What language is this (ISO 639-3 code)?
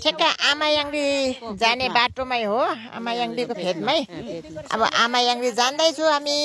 nep